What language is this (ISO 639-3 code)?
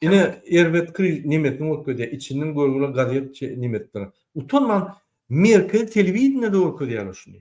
tuk